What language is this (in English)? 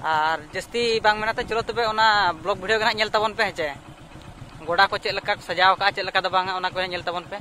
Santali